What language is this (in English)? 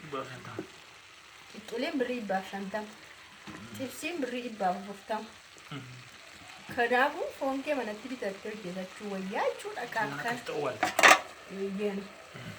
Oromo